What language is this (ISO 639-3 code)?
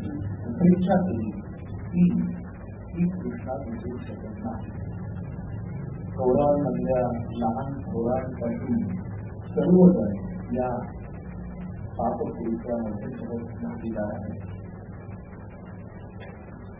mar